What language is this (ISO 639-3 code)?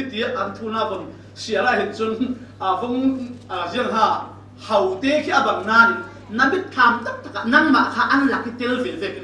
cfm